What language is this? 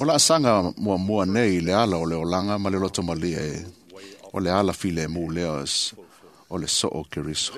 Samoan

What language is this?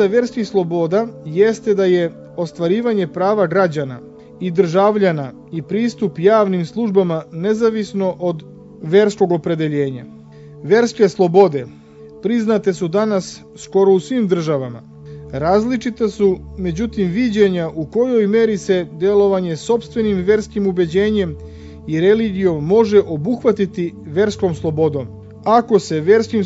Serbian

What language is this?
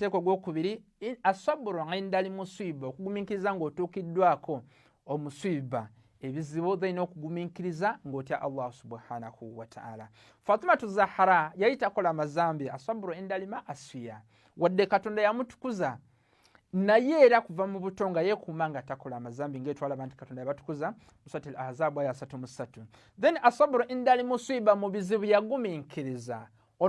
Ganda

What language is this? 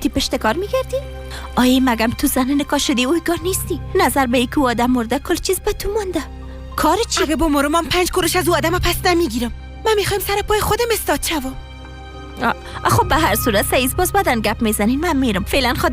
Persian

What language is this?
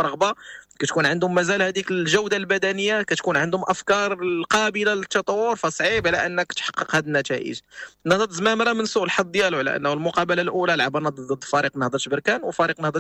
Moroccan Arabic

